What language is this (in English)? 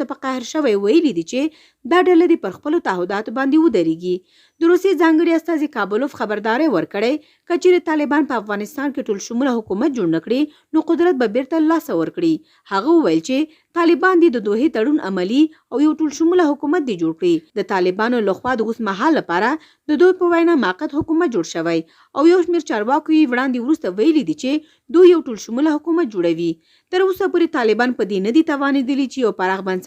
Pashto